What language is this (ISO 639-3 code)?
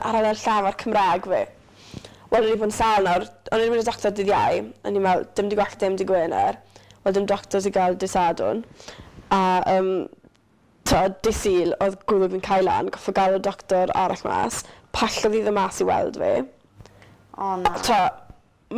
cym